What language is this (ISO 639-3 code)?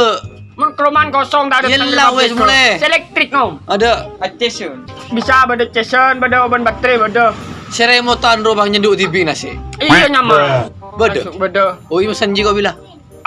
mad